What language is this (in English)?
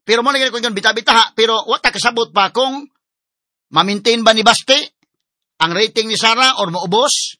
Cebuano